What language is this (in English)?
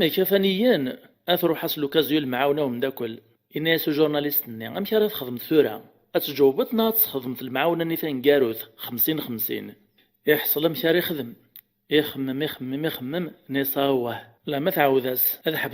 Kabyle